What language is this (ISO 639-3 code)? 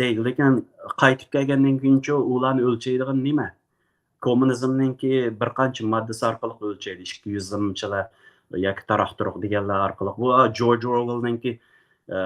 uig